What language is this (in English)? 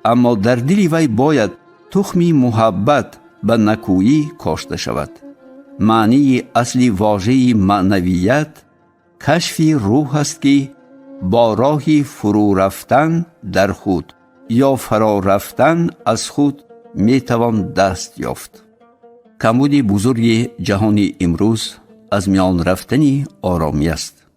Tajik